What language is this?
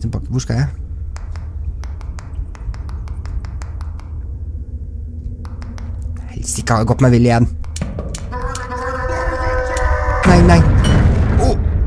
Norwegian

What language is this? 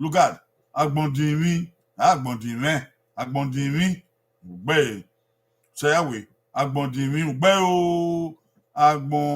Bini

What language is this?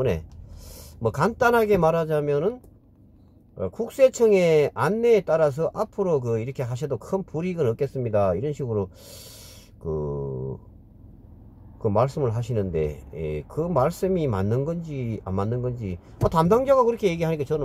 Korean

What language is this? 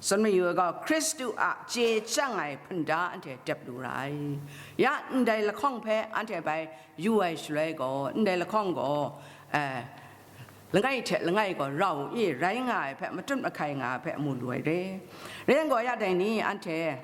Kachin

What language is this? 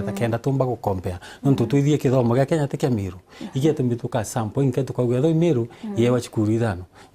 Meru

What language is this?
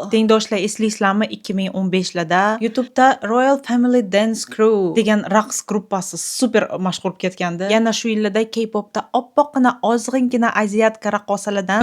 Uzbek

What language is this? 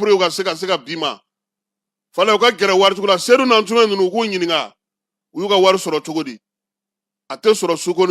Bambara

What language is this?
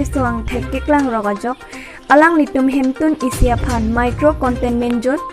Karbi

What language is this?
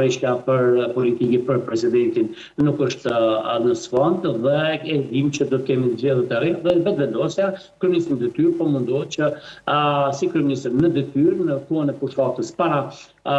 Albanian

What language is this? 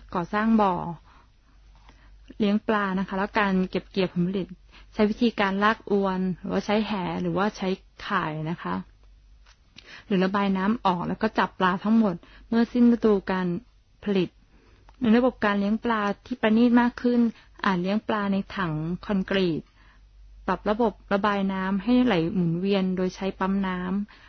Thai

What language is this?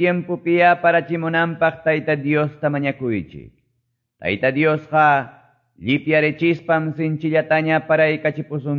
Quechua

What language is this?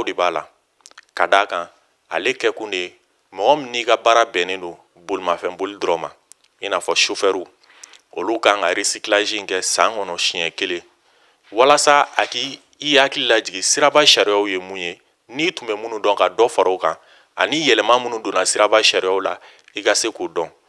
Bambara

